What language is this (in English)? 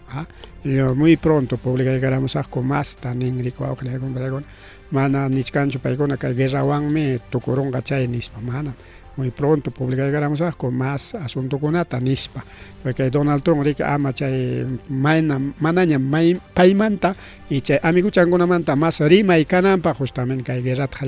Ayacucho Quechua